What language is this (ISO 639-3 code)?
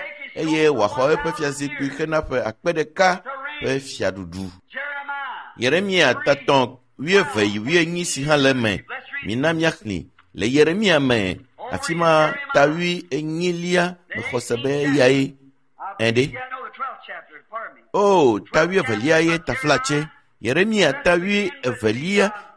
ewe